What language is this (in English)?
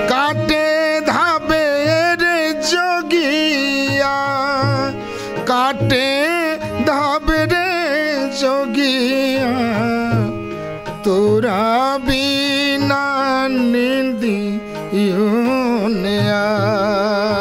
Maithili